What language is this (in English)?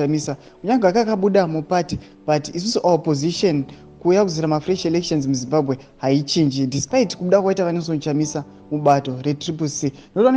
Shona